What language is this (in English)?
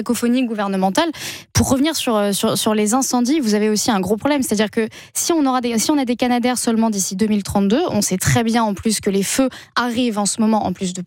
French